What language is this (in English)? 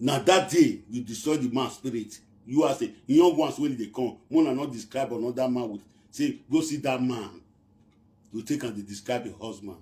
Nigerian Pidgin